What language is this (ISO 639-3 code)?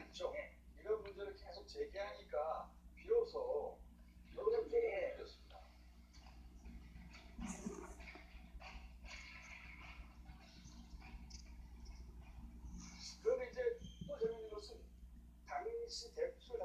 kor